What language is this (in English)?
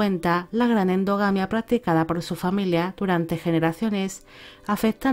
Spanish